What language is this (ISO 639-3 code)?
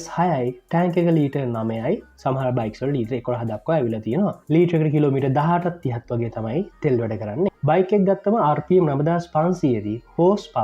sin